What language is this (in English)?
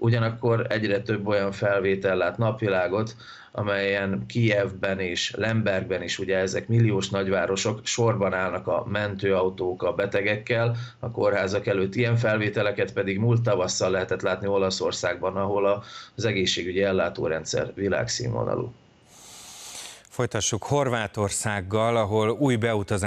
Hungarian